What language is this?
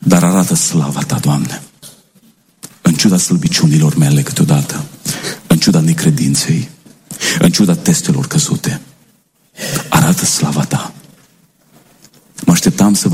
Romanian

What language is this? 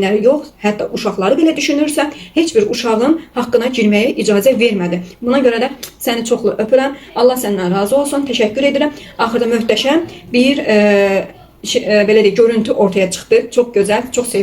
Azerbaijani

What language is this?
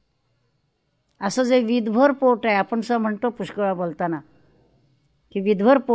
Marathi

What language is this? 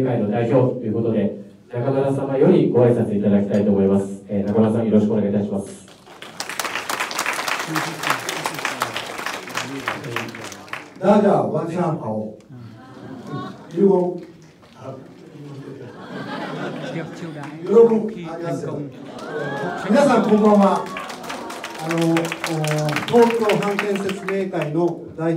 Japanese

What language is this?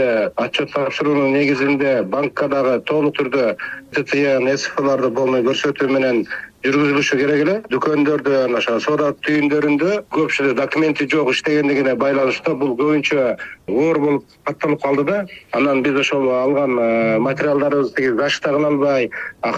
Kyrgyz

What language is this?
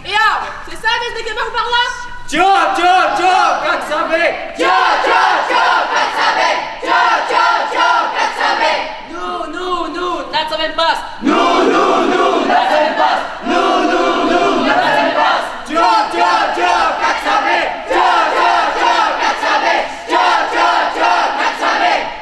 Occitan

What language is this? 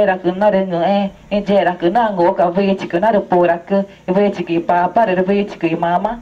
Ticuna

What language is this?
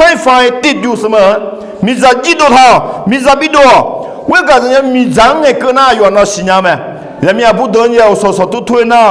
Akha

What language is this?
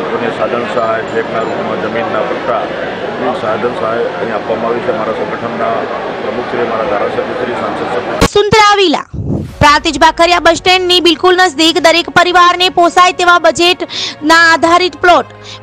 Gujarati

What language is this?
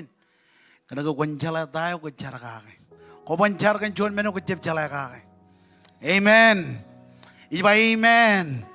Marshallese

